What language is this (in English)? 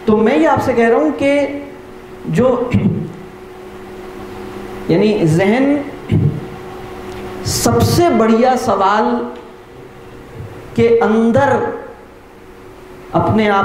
Urdu